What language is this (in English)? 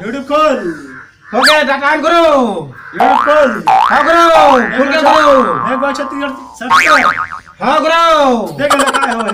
Chhattisgarhi